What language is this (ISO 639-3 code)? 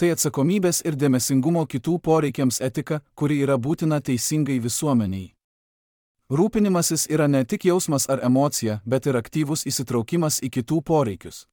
lit